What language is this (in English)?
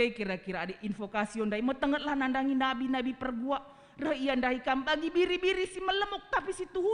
Batak Karo